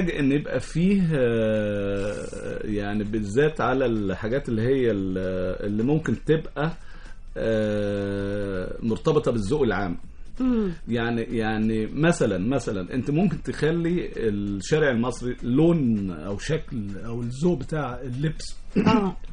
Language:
Egyptian Arabic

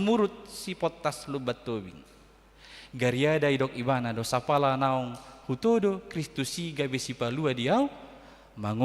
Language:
Batak Toba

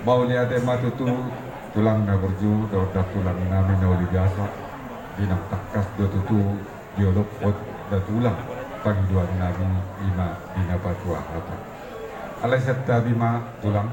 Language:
Batak Toba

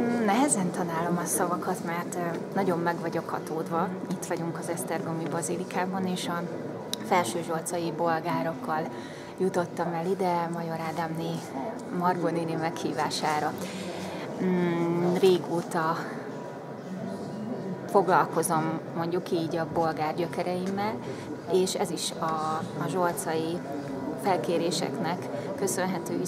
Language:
Hungarian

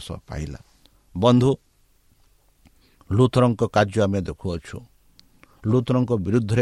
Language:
Odia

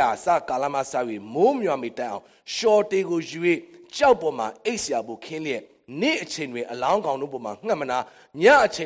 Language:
Burmese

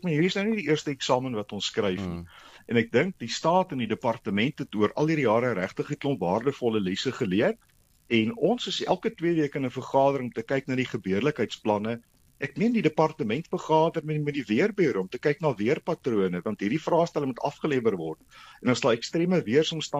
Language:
Afrikaans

